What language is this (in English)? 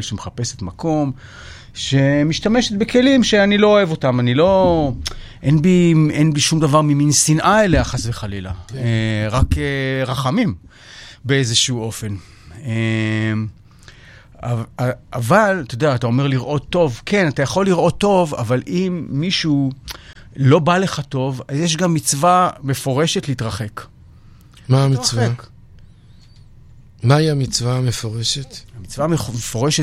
Hebrew